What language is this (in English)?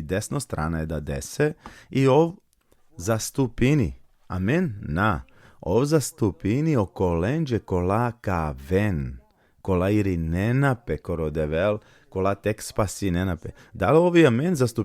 Balkan Romani